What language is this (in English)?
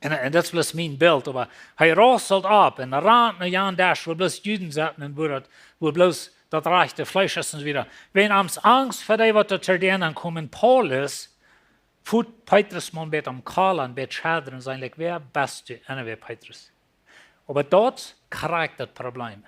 Plautdietsch